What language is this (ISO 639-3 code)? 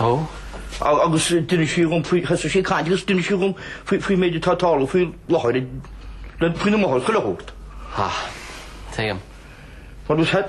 gle